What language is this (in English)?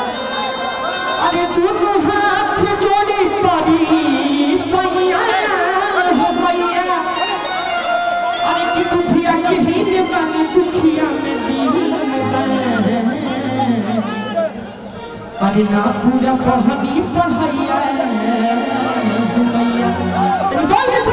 Bhojpuri